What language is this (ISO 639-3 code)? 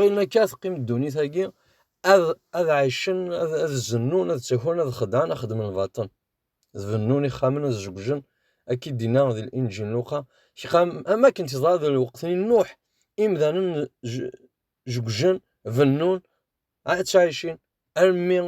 kab